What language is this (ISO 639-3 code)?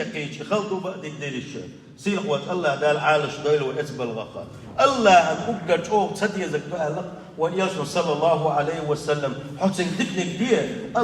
che